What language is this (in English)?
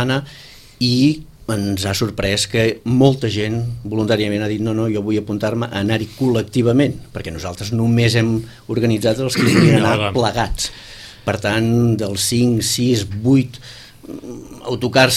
Catalan